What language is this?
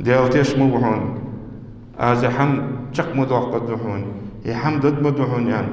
Ingush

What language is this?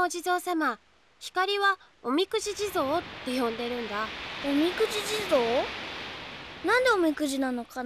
Japanese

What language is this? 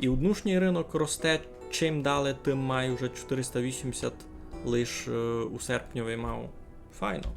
Rusyn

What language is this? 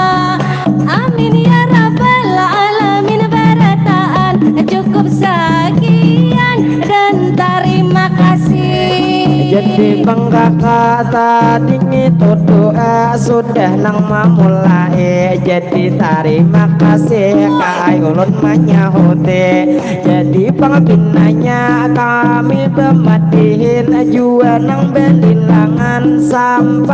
Banjar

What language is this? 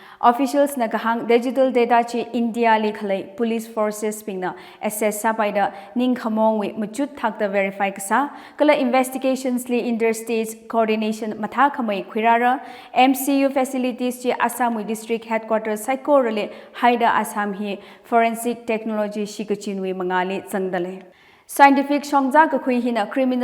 Tangkhul Naga (India)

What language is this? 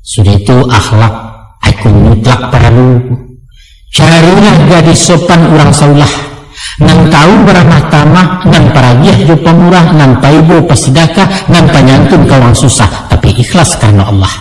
Minangkabau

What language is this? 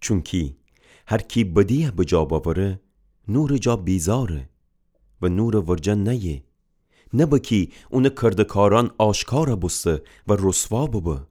Gilaki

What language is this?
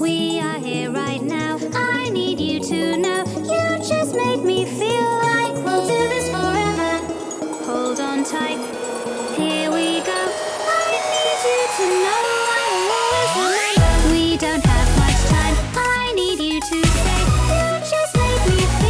English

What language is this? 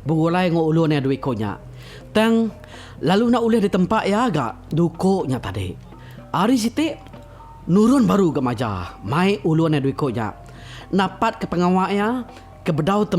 Iban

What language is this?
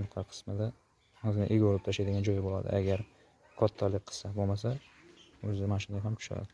Uzbek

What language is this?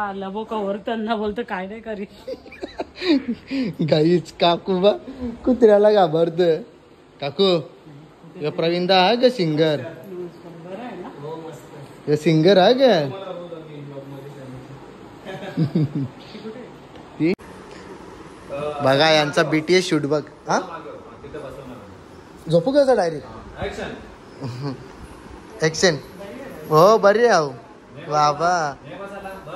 Marathi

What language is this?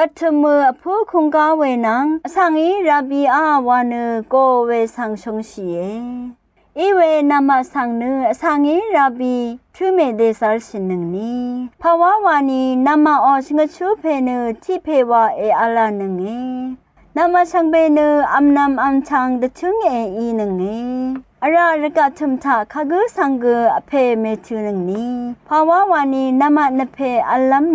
Rawang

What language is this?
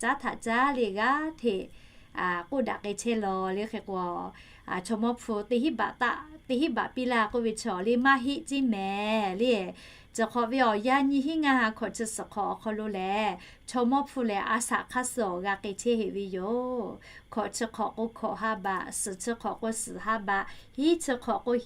Lahu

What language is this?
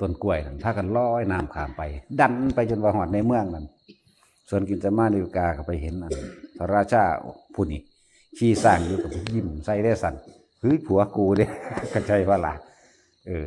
Northeastern Thai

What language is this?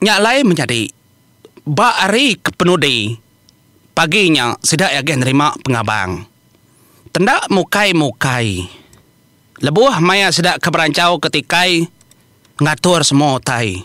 Iban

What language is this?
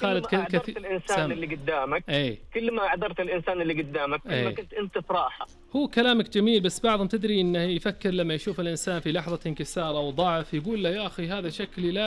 Najdi Arabic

